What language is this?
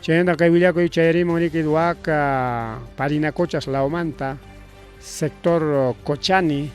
Ayacucho Quechua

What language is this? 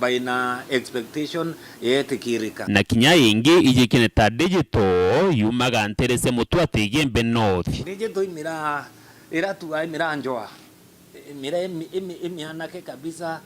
Meru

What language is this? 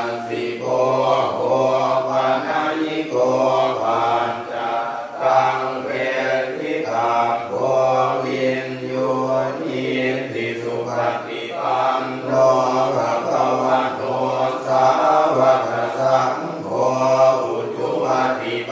Pali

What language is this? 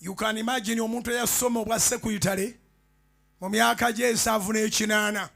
Ganda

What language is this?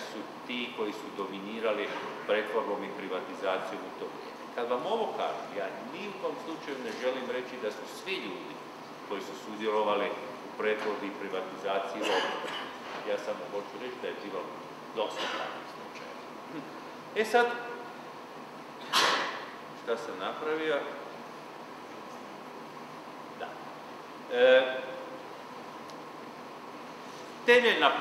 Croatian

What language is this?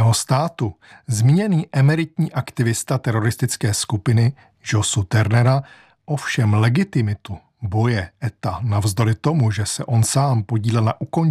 Czech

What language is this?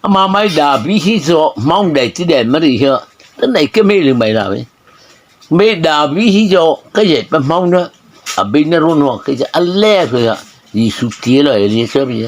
Mara Chin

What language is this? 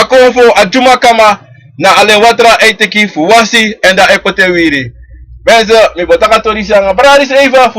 Sranan Tongo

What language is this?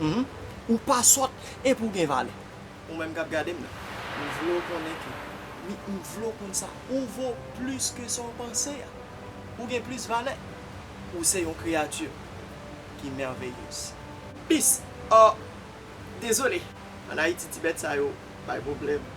Haitian Creole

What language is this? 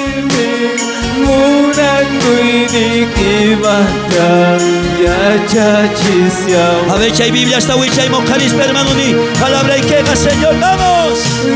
South Bolivian Quechua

